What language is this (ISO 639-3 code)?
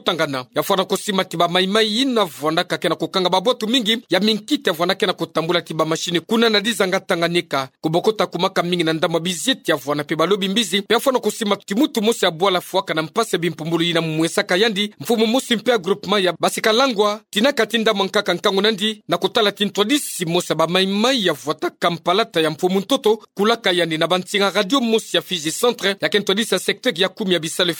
ktu